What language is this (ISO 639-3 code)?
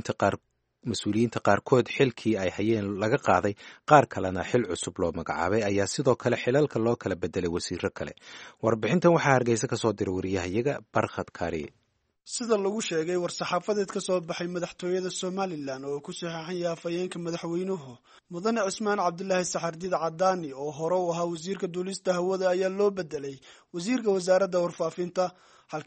som